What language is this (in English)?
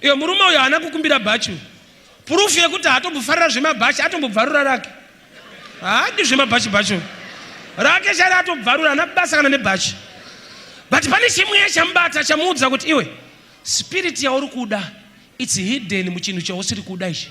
Shona